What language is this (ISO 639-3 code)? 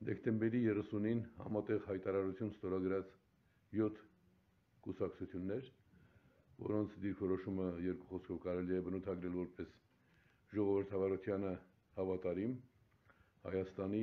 hye